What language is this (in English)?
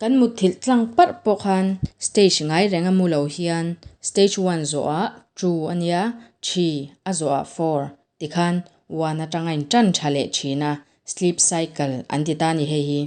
Mizo